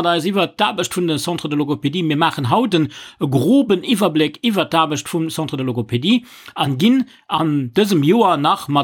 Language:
Luxembourgish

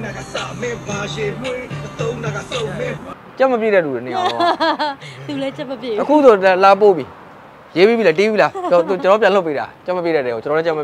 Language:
Burmese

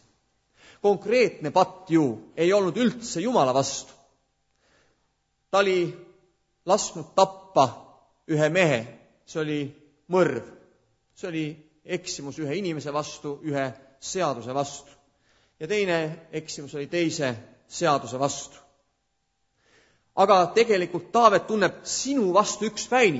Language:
Estonian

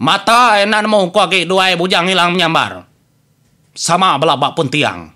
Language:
Iban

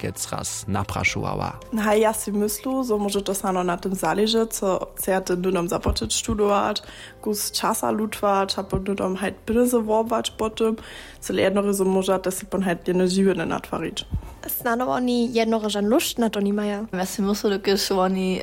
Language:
Upper Sorbian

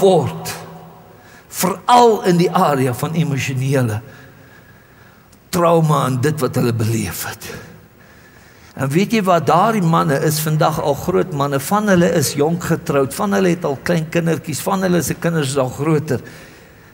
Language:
Afrikaans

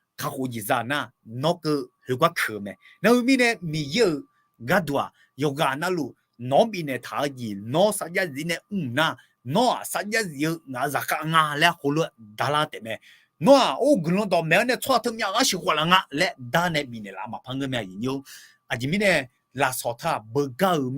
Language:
Akha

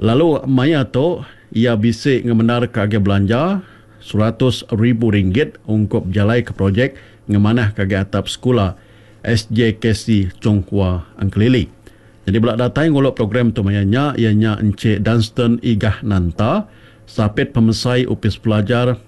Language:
Iban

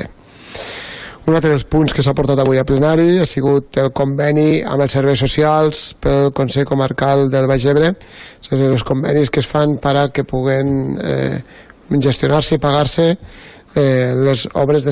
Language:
Catalan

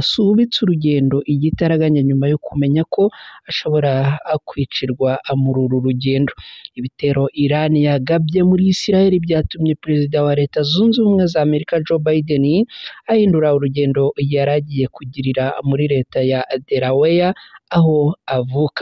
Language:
Kinyarwanda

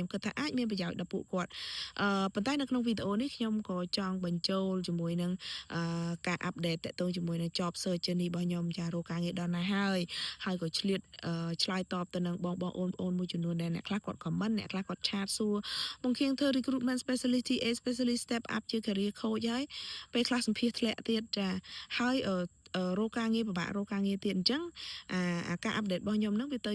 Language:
Khmer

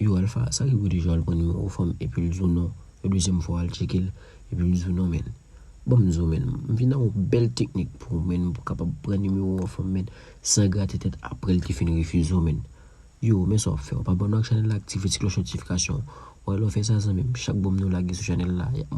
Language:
Haitian Creole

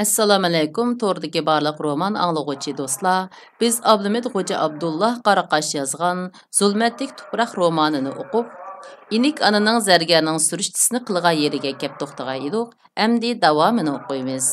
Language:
Uyghur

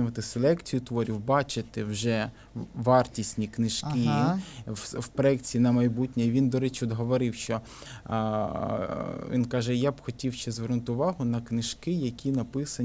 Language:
Ukrainian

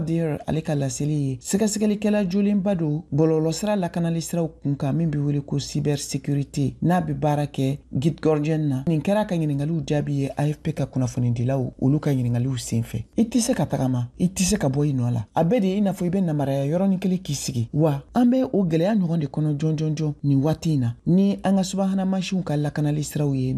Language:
Bambara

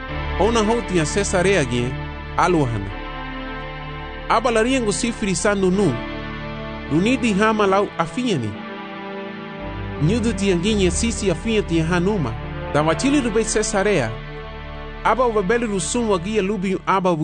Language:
Garifuna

